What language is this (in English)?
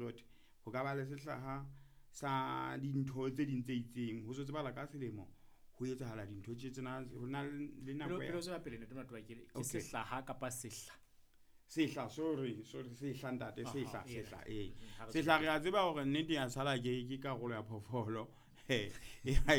Southern Sotho